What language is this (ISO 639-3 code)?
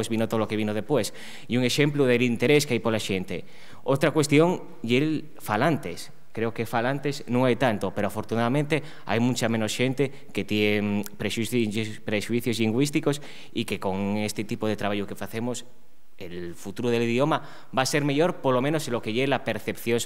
ast